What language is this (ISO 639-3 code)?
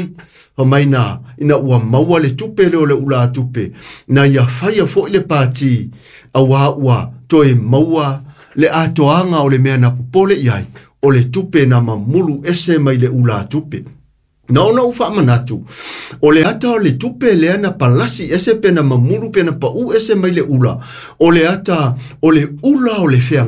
smo